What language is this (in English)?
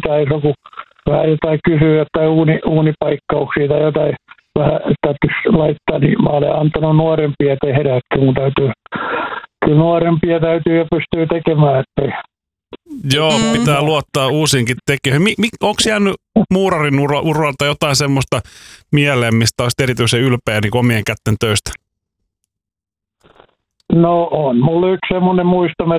Finnish